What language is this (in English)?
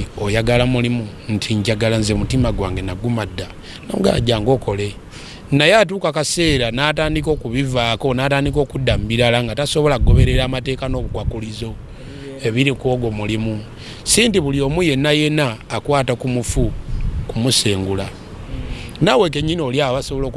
Ganda